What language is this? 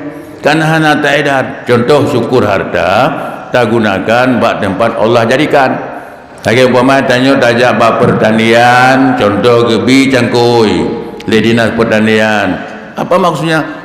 Achinese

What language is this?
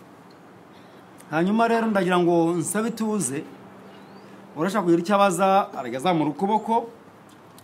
Kinyarwanda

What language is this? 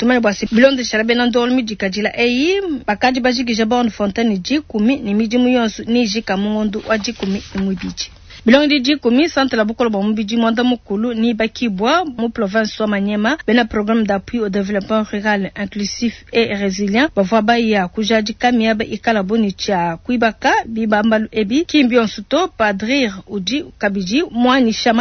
Luba-Lulua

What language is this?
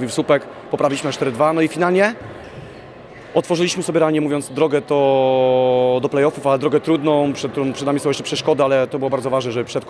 Polish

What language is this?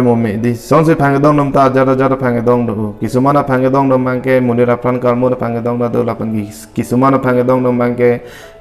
Karbi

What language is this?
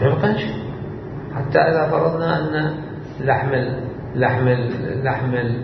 Mesopotamian Arabic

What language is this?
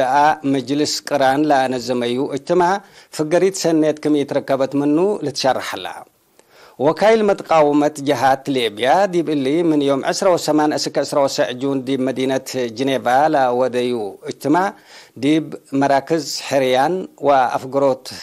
Tigre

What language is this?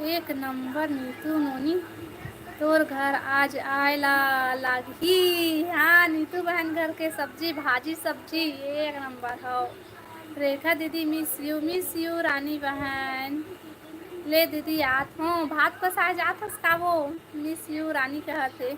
Chhattisgarhi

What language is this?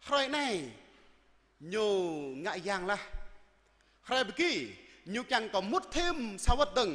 Jarai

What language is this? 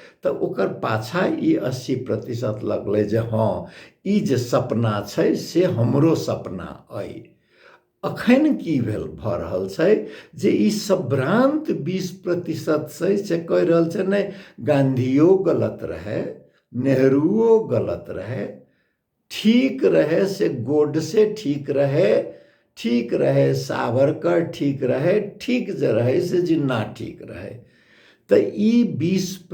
Maithili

